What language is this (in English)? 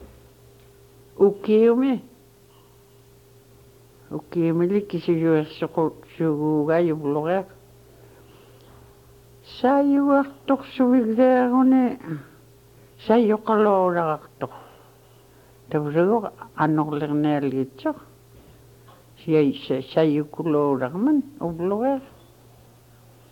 Inupiaq